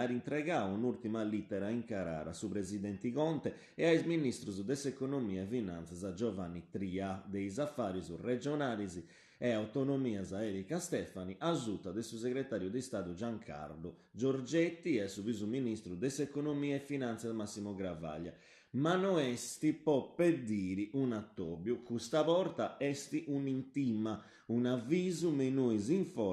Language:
Sardinian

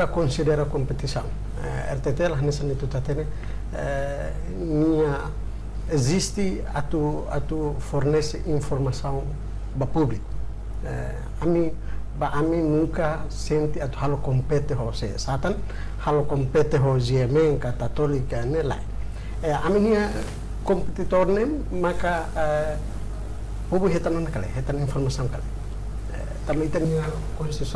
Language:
Tetum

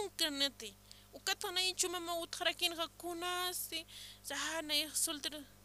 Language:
Aymara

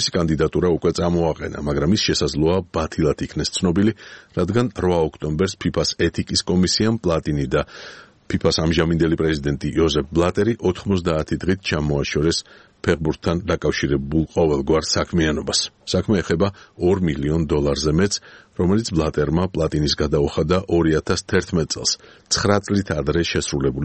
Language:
Georgian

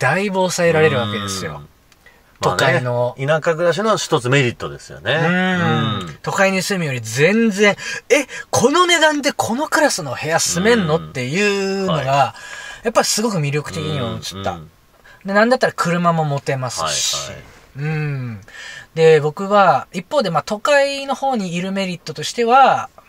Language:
Japanese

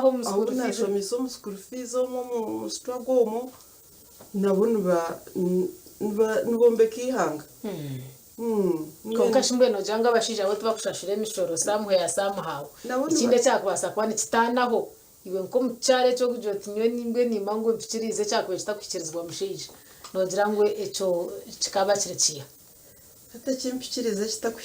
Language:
Nyankole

